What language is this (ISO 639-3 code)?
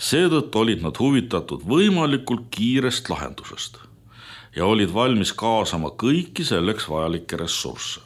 est